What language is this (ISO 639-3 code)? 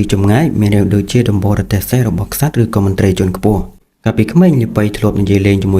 khm